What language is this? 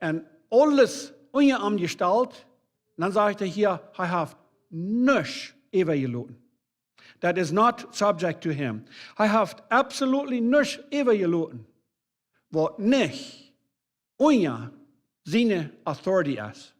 Plautdietsch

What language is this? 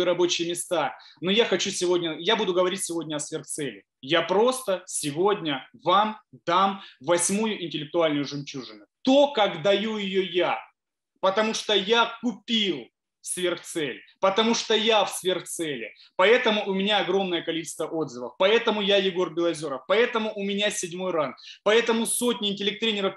Russian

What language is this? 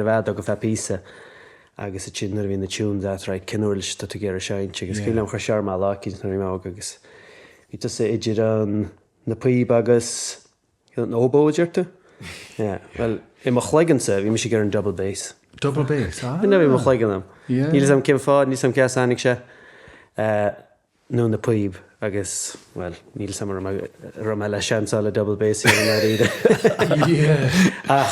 Irish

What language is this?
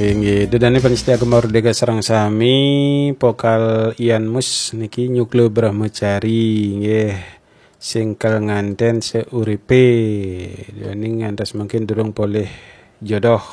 Balinese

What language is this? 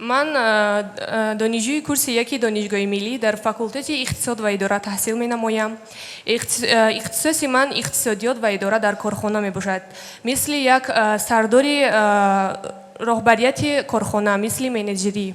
Tajik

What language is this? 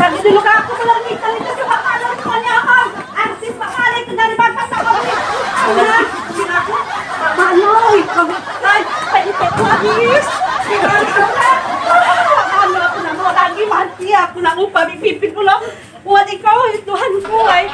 Musi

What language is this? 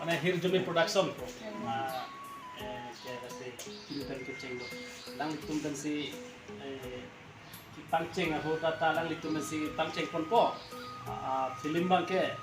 Karbi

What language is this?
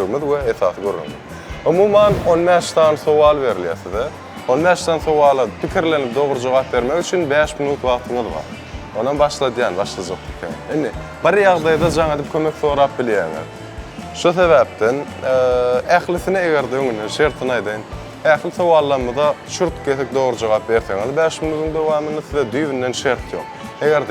Turkmen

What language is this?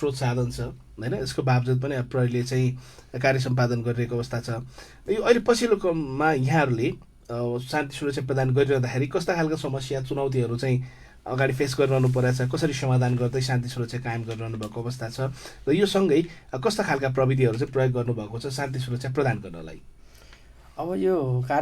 Nepali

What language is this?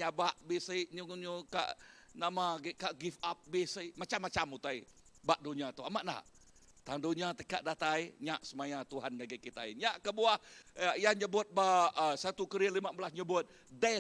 Iban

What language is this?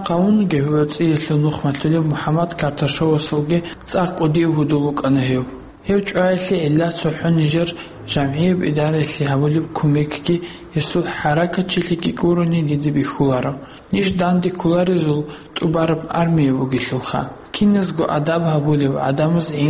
Avaric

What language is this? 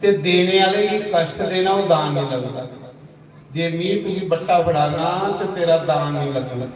Dogri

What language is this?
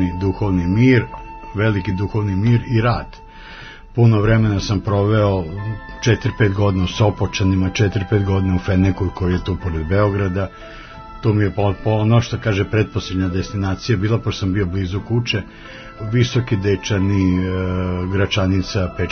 Serbian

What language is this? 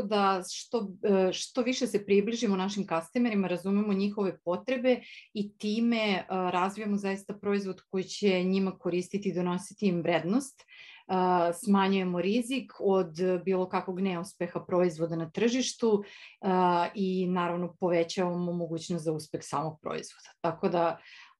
Serbian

